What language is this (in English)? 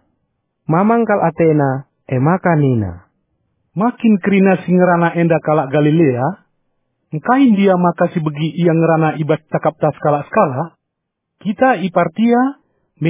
Batak Karo